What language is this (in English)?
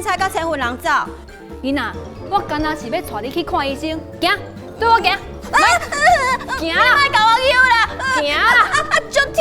Min Nan Chinese